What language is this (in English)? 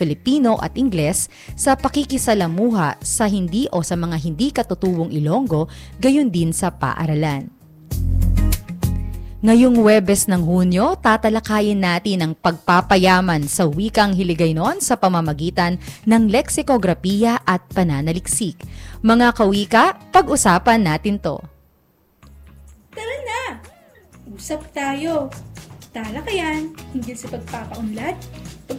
Filipino